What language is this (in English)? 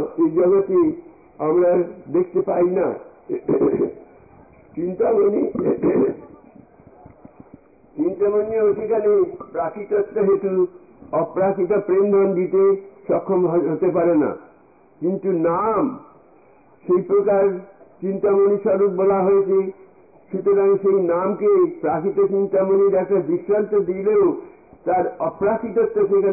Bangla